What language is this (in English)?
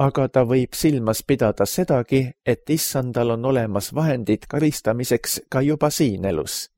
Estonian